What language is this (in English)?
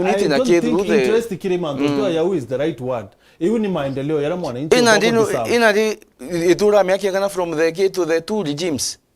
Meru